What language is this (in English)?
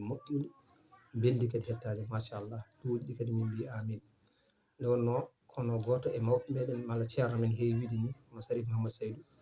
Fula